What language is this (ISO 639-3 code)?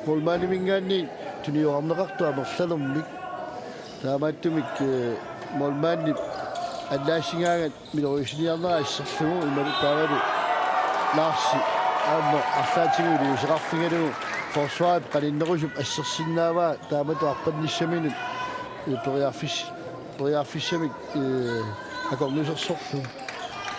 kal